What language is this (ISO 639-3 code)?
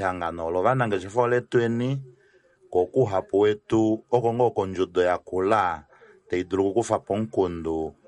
kua